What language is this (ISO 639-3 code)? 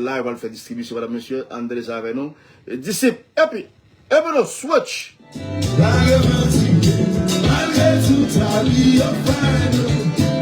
hat